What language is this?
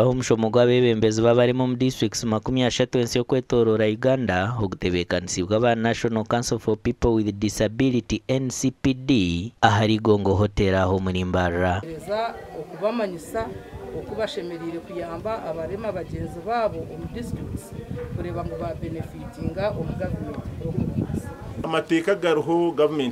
Nyankole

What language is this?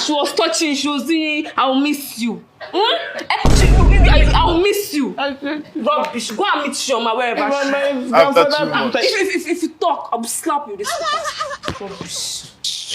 Nigerian Pidgin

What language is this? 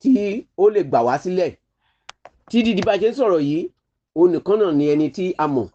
Yoruba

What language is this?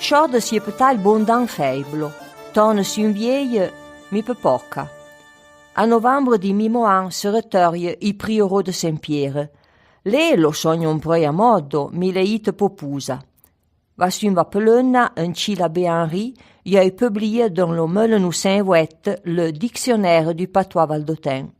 Arpitan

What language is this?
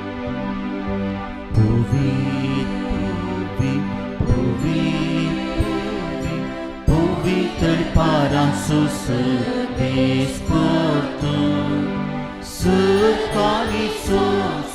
Konkani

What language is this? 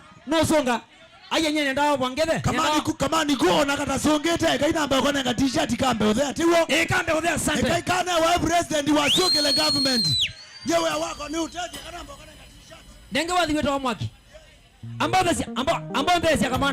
Kamba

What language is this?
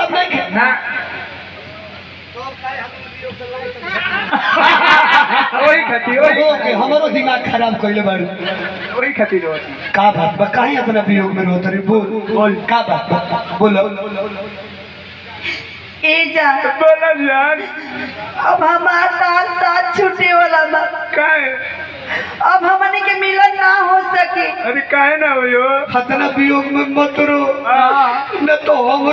Bhojpuri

